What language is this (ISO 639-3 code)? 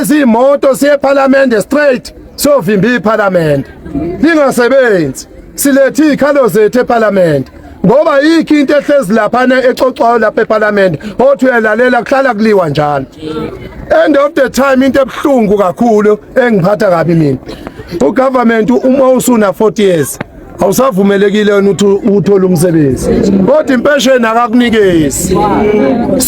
zul